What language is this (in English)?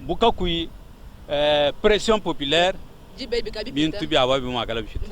Luba-Lulua